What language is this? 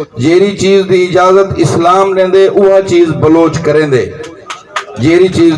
Saraiki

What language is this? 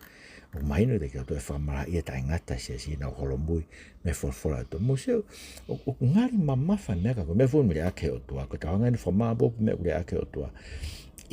Tongan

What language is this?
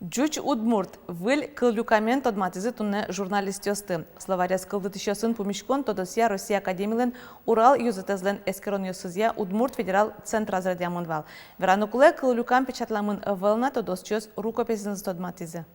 Udmurt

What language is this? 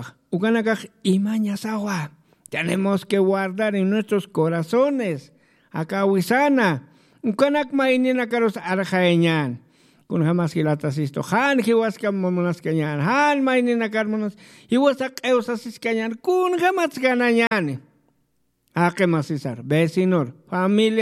Aymara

